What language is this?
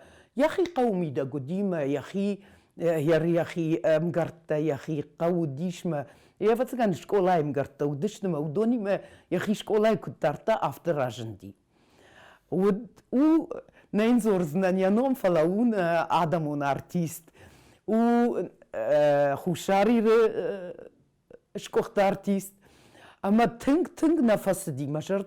Ossetic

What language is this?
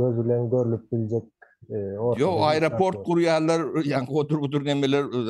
Turkmen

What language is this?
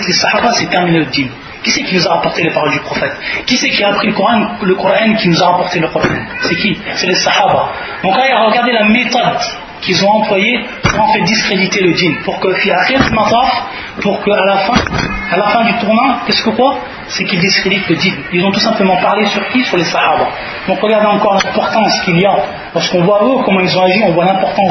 French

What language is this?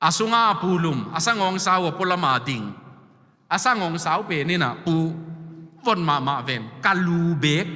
Tedim Chin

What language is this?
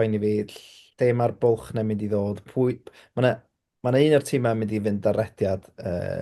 Welsh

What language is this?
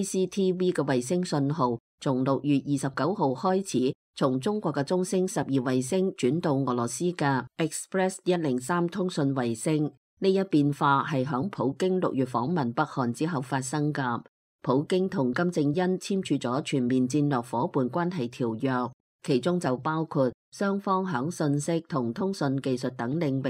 Cantonese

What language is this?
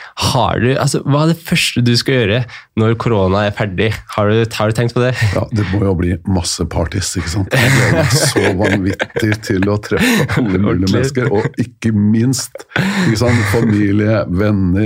Norwegian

